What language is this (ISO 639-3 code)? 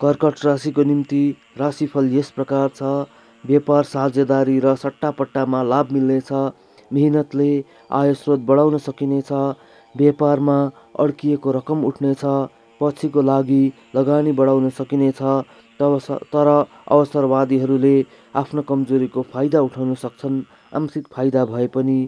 nep